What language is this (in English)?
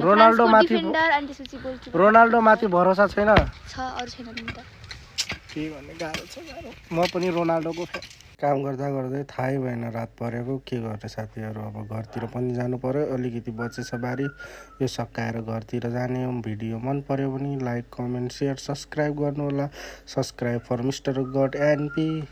Nepali